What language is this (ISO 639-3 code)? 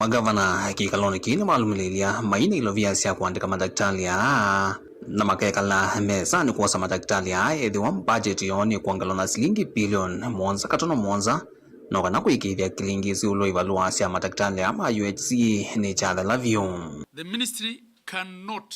kam